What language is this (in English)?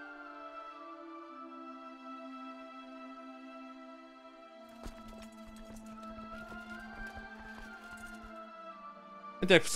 Polish